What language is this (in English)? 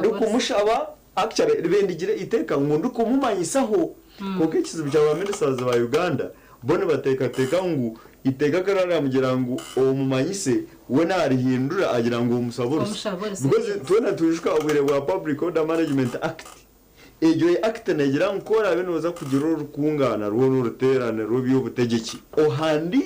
Nyankole